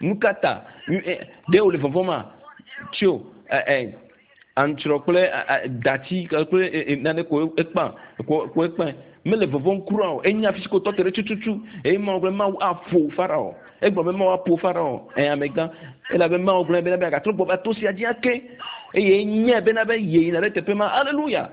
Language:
Ewe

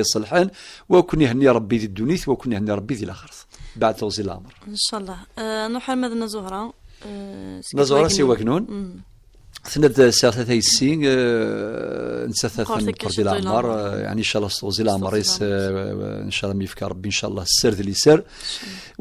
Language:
Kabyle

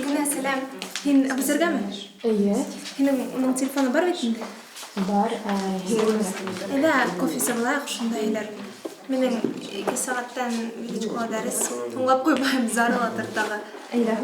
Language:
Bashkir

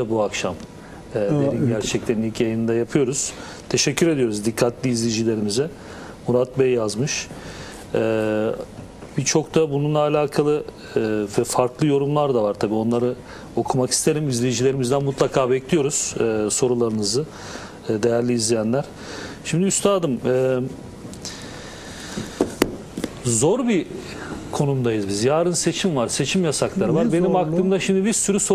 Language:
Turkish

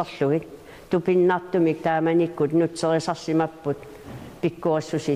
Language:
Kalaallisut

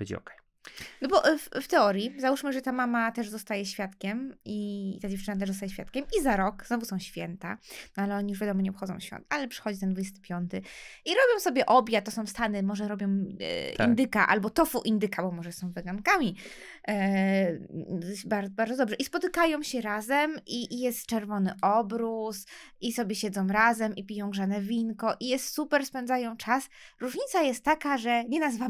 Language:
Polish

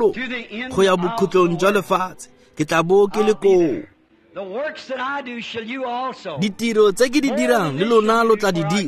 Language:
Tswana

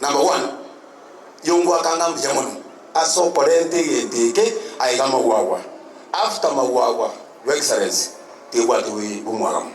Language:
Gusii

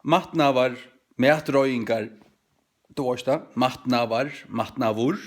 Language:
Faroese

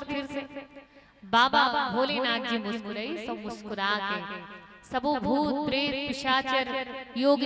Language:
Chhattisgarhi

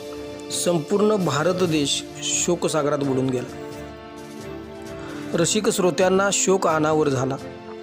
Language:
Marathi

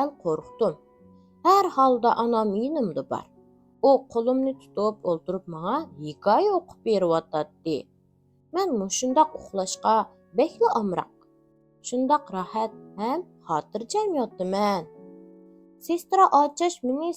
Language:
Uyghur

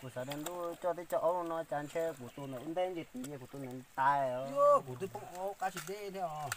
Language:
Hmong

